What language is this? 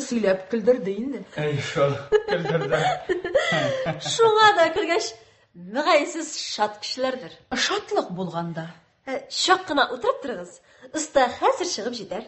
Tatar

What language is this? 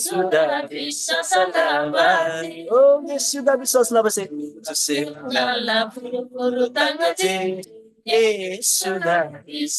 Eastern Tamang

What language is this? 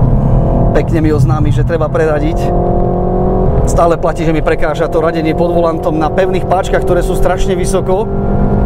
Slovak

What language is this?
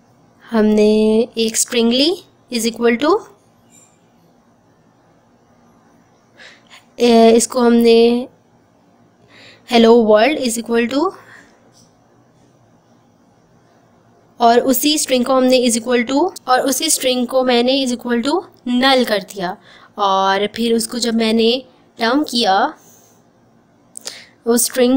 Hindi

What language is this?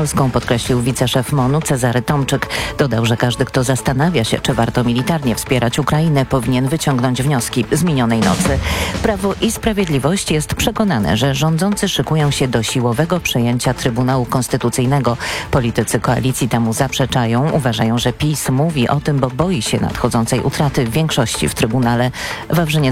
Polish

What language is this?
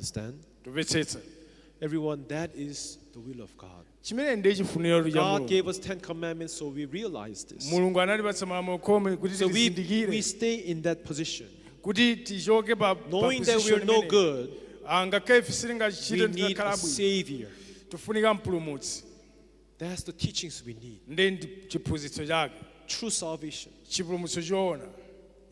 Nyanja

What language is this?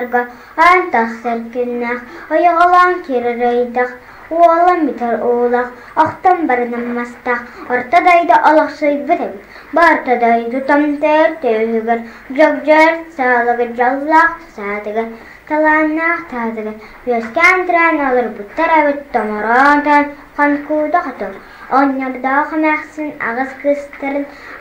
Yakut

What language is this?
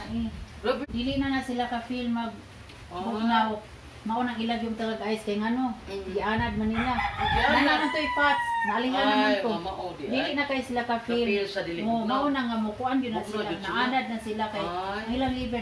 Cebuano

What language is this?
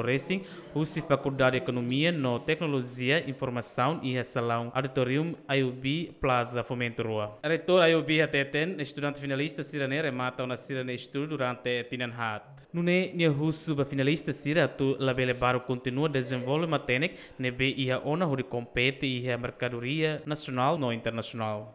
Tetum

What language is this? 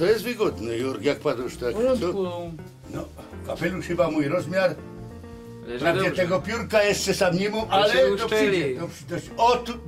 Silesian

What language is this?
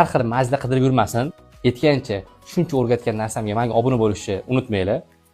Uzbek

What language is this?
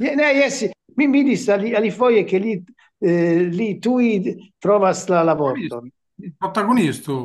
Esperanto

